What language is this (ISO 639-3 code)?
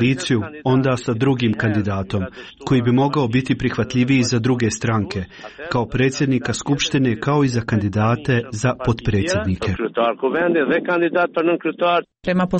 hrv